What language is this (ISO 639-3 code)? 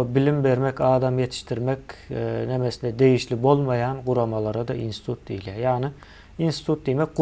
tuk